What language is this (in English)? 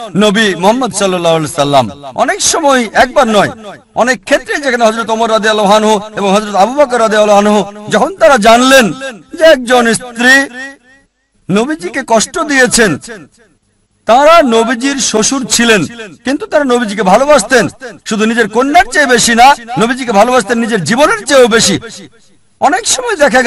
Bangla